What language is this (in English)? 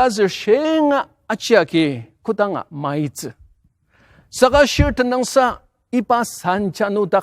Ao Naga